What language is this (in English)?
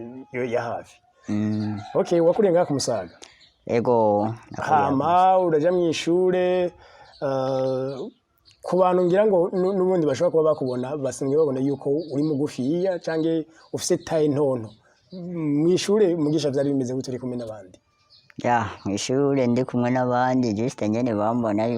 Rundi